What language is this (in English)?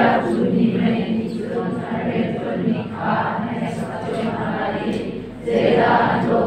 Hakha Chin